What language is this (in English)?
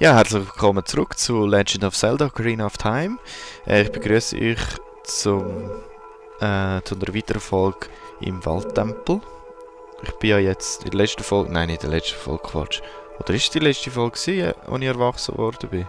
Swiss German